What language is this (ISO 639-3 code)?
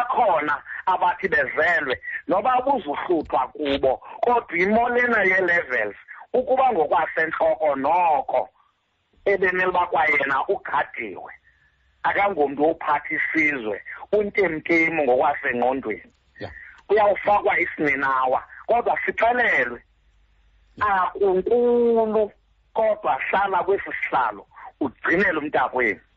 xho